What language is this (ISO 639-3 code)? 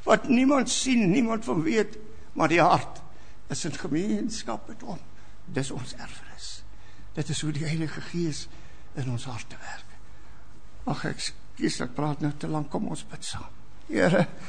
afr